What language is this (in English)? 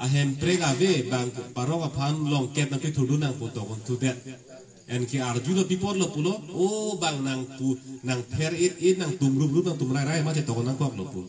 Karbi